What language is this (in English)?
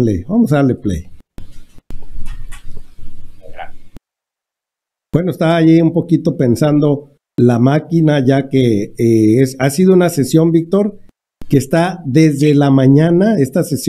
Spanish